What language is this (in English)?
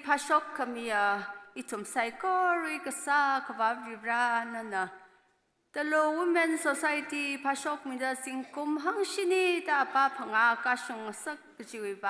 Tangkhul Naga (India)